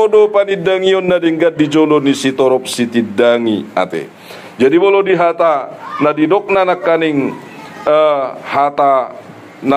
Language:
Batak Toba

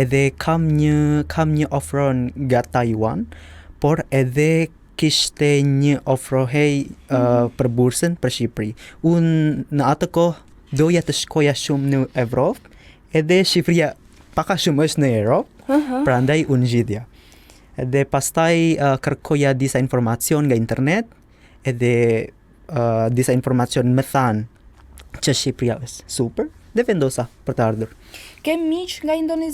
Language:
Albanian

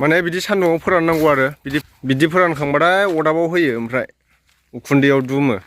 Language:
Bodo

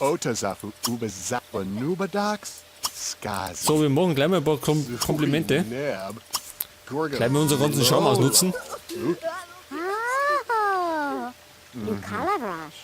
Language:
Bavarian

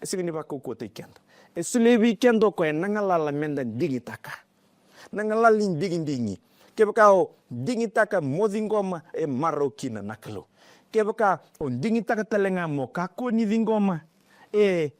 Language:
Fijian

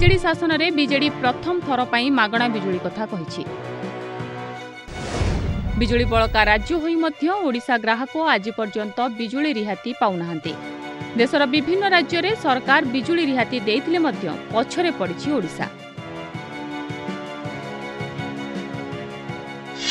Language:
Odia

